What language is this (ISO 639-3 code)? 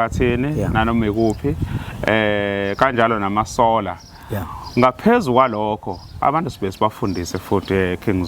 zul